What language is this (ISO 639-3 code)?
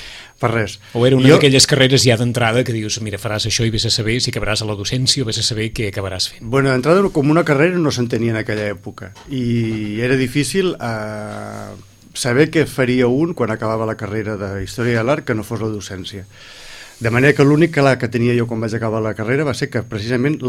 cat